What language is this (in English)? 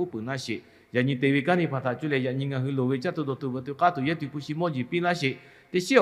Lahu